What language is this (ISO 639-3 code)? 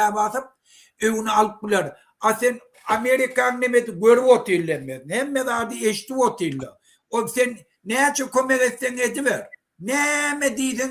tuk